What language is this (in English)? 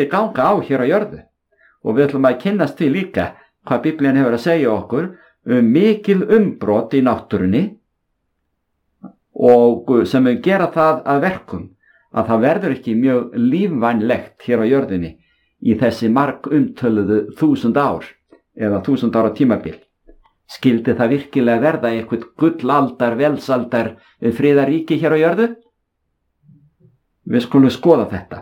Icelandic